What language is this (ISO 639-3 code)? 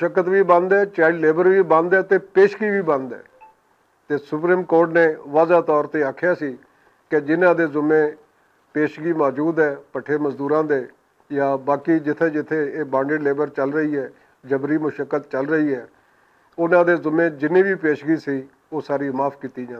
lah